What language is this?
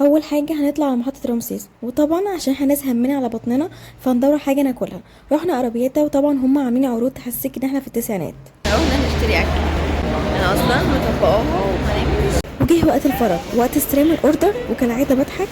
Egyptian Arabic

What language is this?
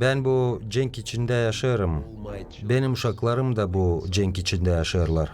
Gagauz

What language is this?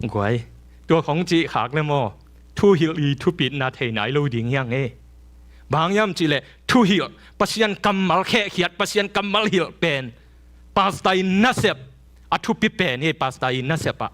Tedim Chin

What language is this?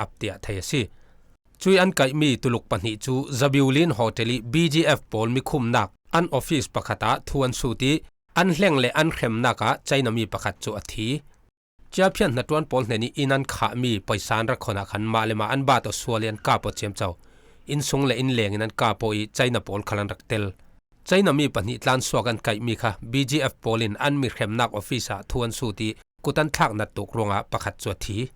Falam Chin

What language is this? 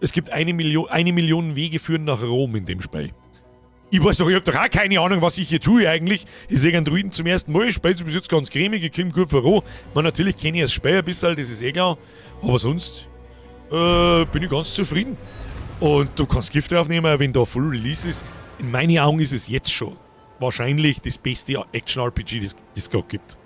Bavarian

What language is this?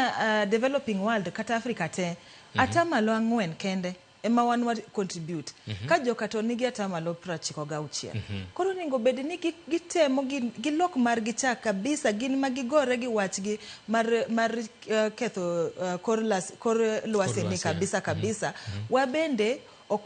Luo (Kenya and Tanzania)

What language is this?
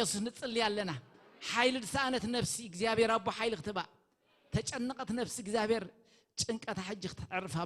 Tigrinya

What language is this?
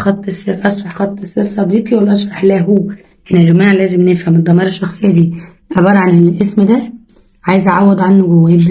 Egyptian Arabic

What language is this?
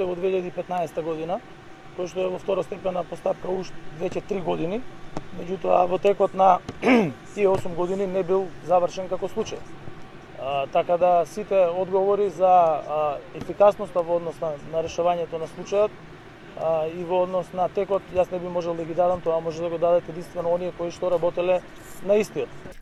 Macedonian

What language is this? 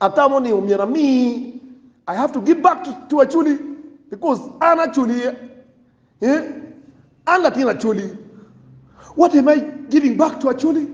Acoli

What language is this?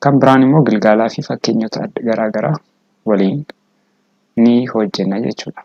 Oromo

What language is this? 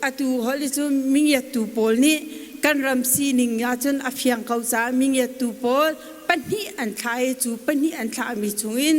Hakha Chin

